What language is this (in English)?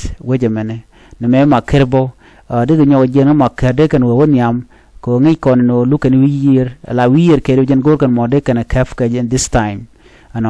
Nuer